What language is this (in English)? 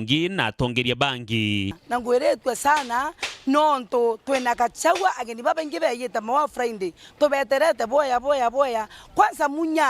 Meru